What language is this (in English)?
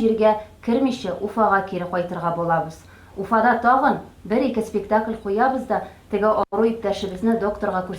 Tatar